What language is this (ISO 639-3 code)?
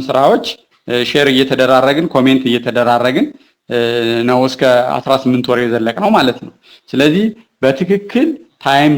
amh